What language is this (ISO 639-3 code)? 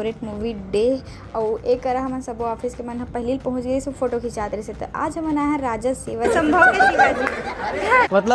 hne